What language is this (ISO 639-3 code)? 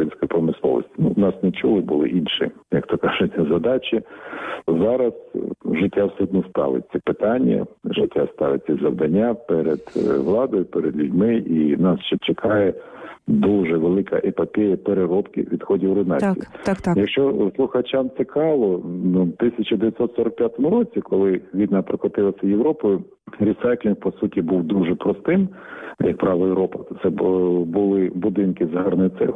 ukr